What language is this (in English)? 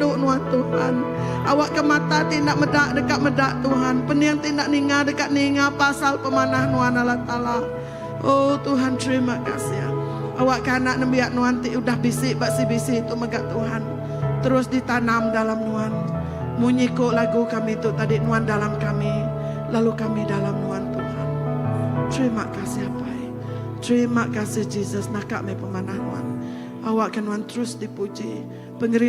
Iban